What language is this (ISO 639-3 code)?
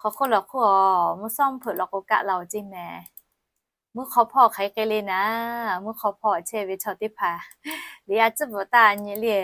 lhu